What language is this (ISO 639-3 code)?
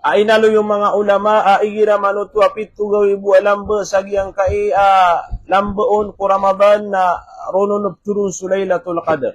mrw